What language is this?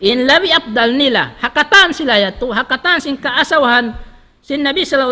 Tausug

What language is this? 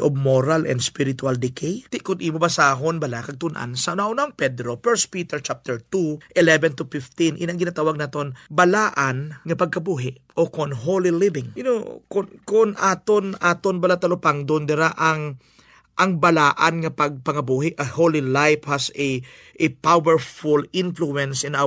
Hiligaynon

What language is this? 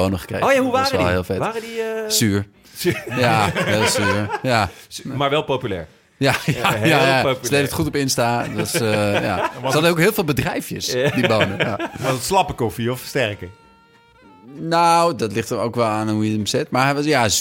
Dutch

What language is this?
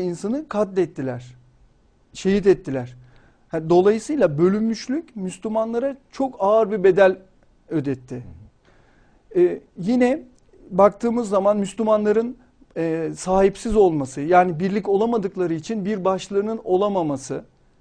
Turkish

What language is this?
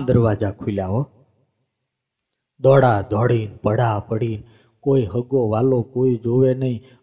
Gujarati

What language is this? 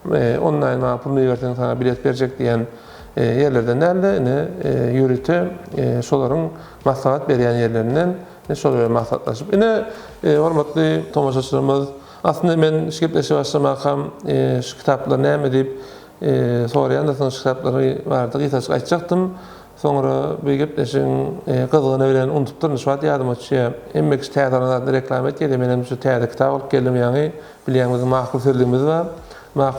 Turkmen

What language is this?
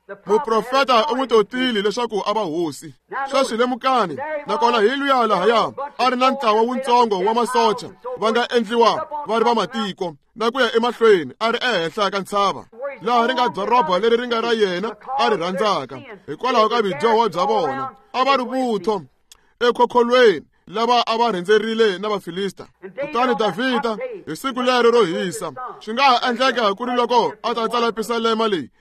Tsonga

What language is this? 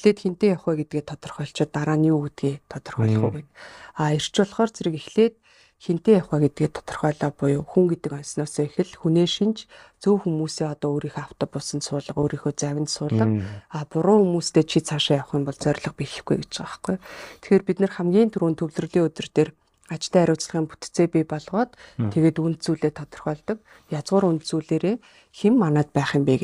Mongolian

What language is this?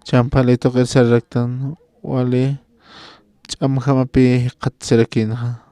Aymara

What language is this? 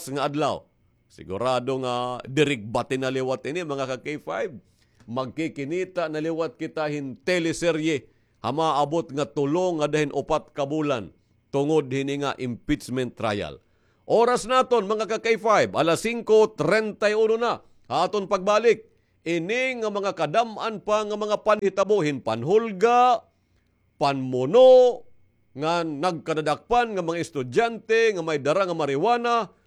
Waray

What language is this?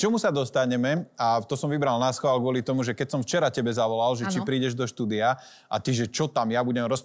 Slovak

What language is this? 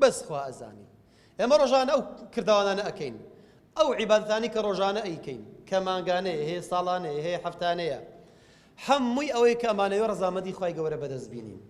Central Kurdish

